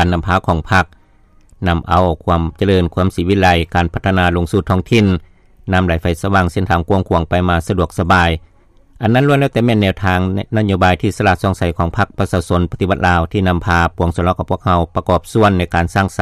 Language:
Lao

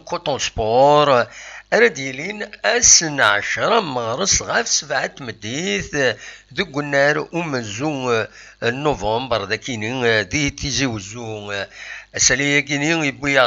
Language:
Kabyle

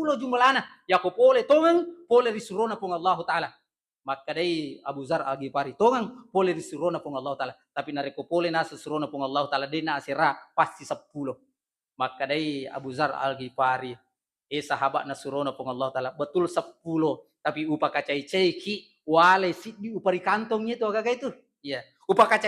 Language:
Buginese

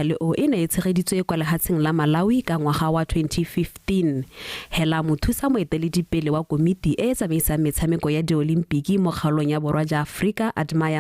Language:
Tswana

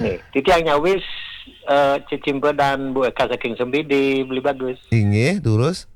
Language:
Balinese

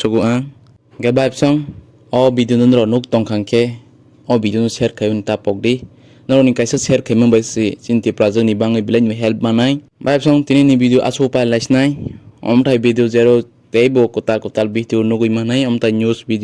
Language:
Kok Borok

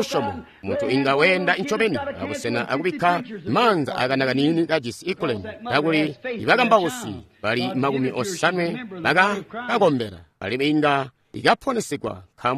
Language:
Tonga (Zambia)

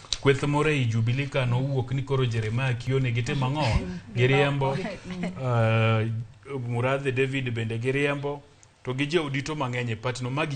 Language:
Luo (Kenya and Tanzania)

